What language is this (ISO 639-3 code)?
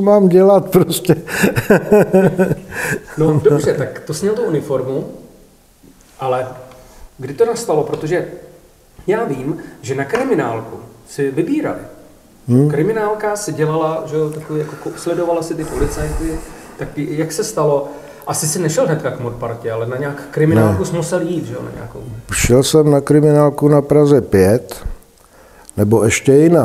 ces